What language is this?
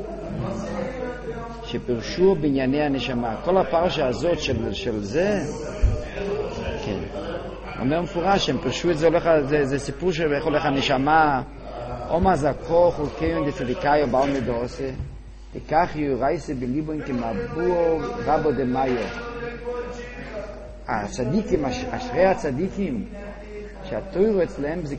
Hebrew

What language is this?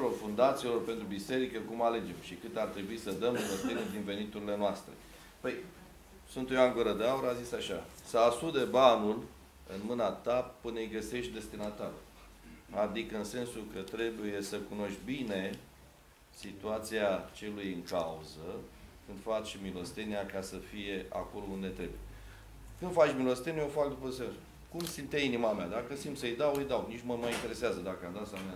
Romanian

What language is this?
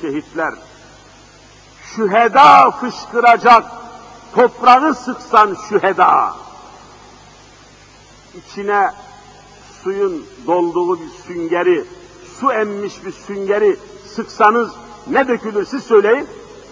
Turkish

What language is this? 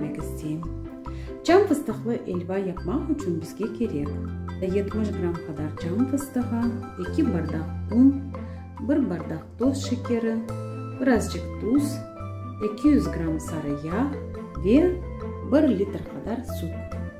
Crimean Tatar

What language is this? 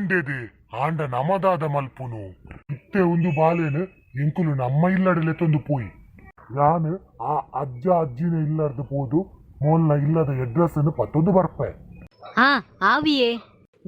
Tulu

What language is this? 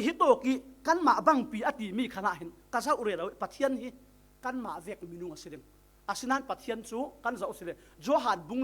Falam Chin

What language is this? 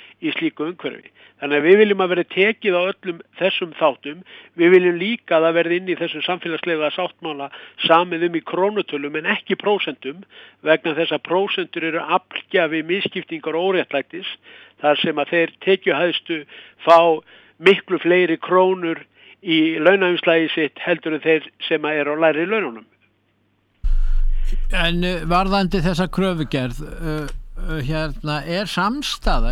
Icelandic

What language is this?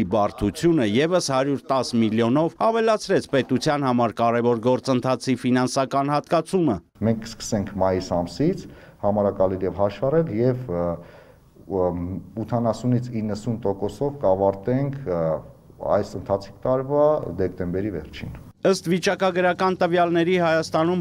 Armenian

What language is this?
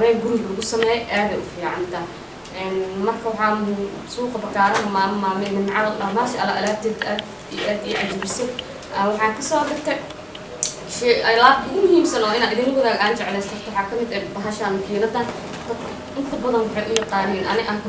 Somali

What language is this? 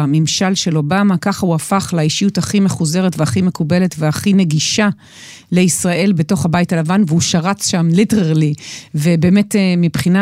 Hebrew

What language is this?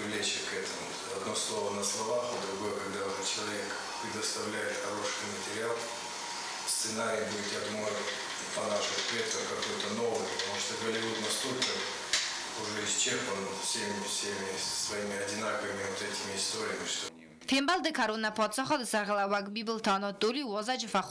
Ossetic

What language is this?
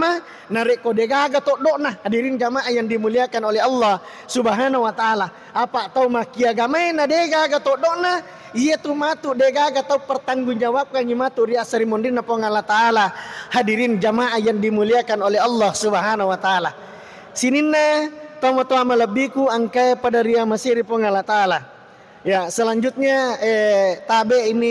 Buginese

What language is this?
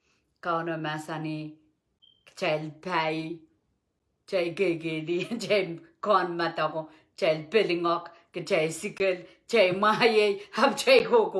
Pohnpeian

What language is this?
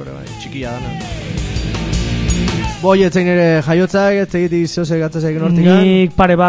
Basque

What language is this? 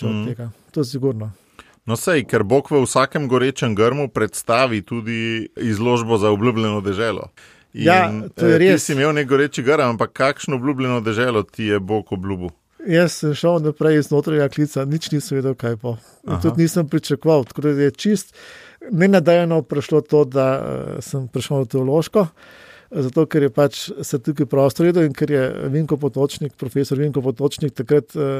Slovenian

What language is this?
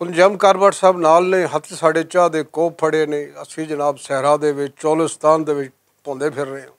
Western Panjabi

